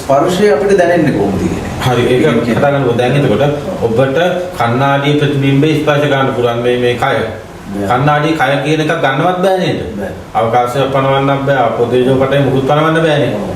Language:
Sinhala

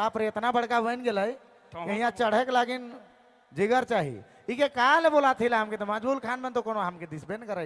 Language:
Sadri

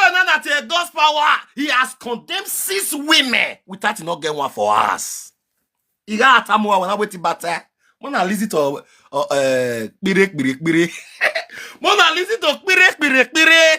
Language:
Nigerian Pidgin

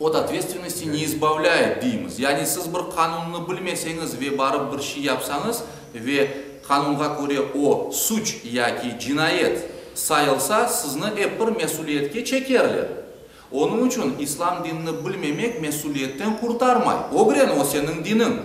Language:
Crimean Tatar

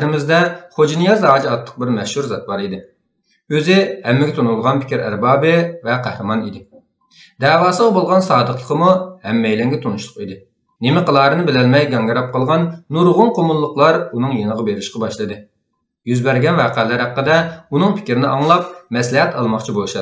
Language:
Uyghur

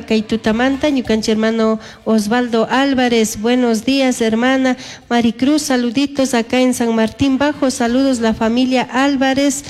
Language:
Chimborazo Highland Quichua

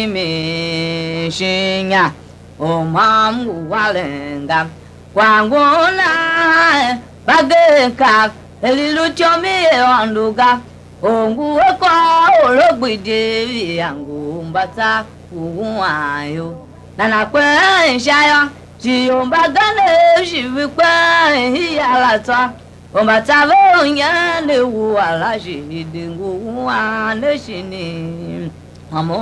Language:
Tiv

